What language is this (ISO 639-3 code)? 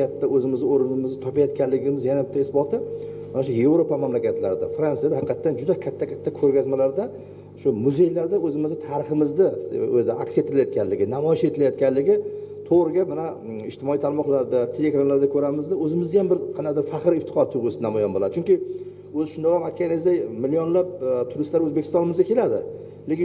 uzb